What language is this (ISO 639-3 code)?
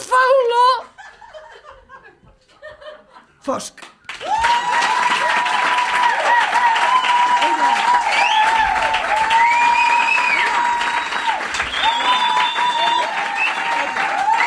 cat